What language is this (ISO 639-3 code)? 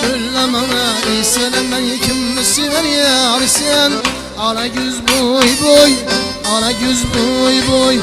kaa